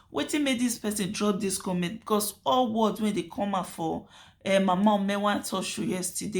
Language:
Nigerian Pidgin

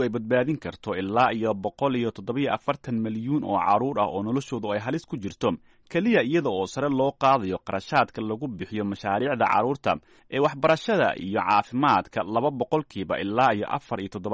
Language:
Somali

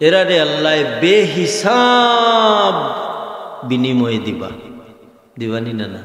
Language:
Sylheti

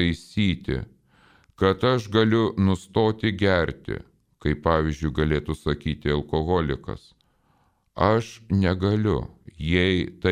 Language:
Lithuanian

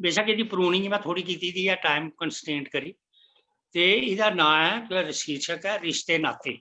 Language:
Dogri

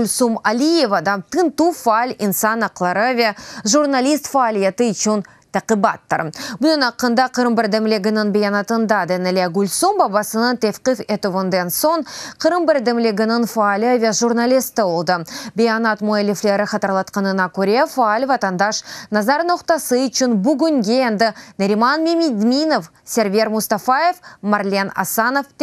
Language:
Crimean Tatar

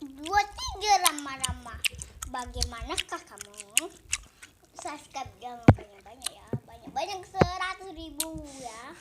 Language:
Musi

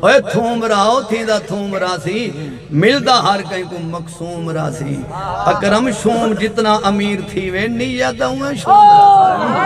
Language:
Saraiki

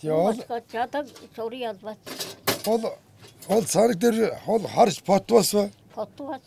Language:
Tuvinian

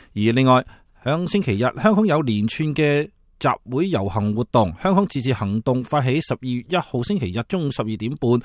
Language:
Cantonese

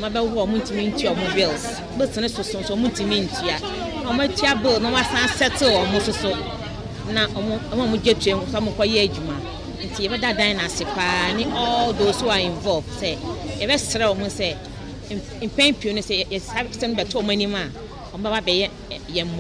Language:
Akan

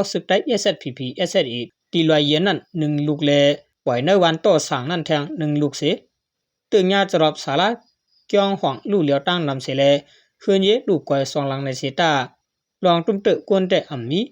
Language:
Shan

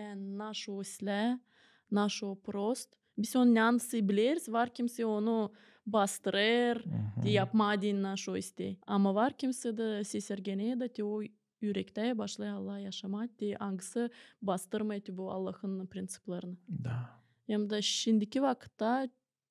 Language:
Gagauz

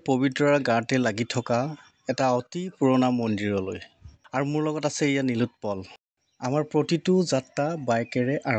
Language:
Assamese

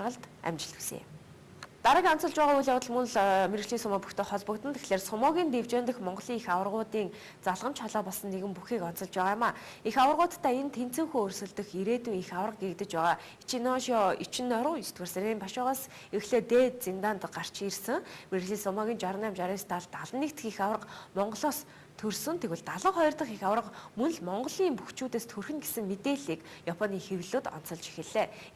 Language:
Mongolian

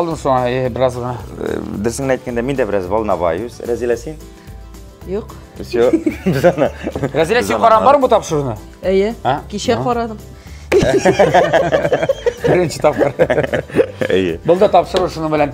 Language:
Tatar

